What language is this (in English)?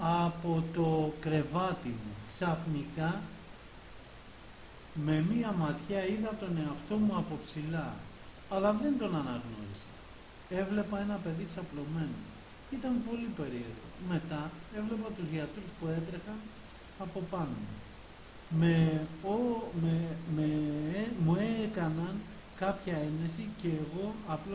Greek